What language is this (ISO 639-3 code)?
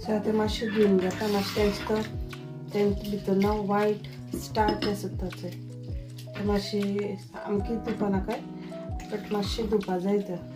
kok